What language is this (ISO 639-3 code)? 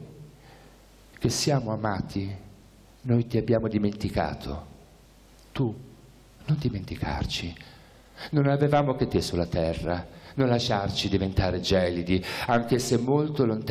ita